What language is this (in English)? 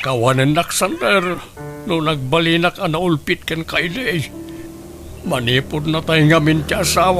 Iloko